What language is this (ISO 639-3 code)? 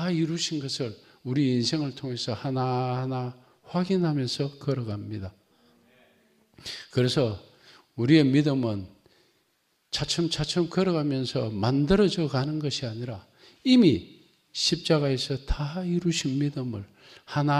kor